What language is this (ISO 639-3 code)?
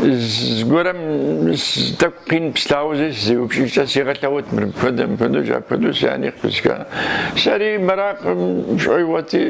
kbd